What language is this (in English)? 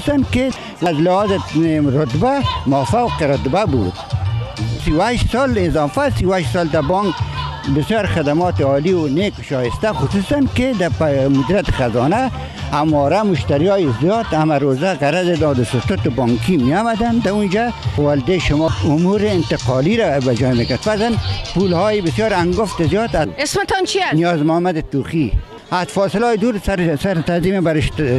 Persian